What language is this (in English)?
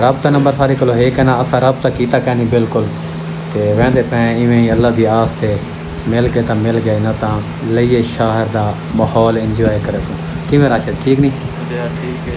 Saraiki